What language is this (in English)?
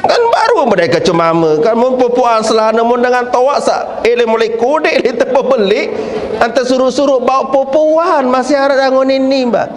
Sasak